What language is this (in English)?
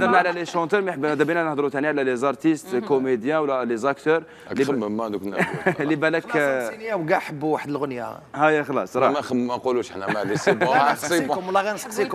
Algerian Arabic